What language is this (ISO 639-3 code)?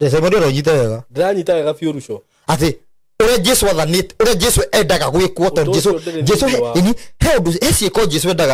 kik